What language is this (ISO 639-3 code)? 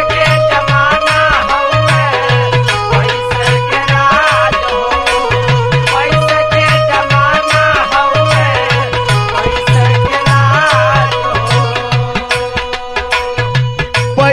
bho